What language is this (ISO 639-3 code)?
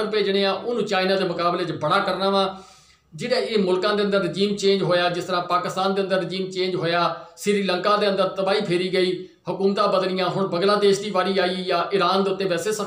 pan